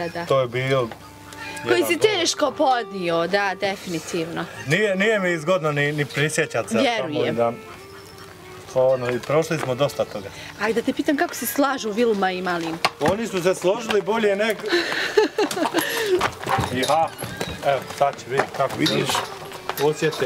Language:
Bosnian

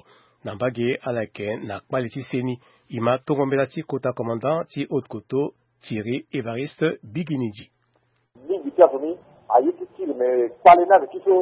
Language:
Sango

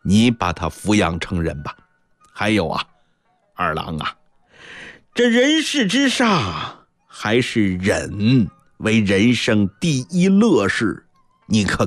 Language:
Chinese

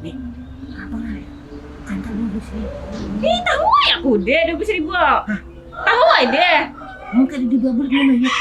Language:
Banjar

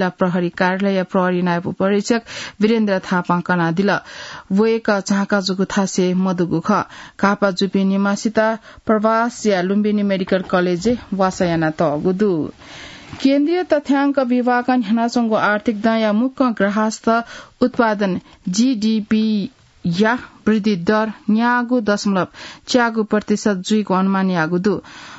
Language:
Newari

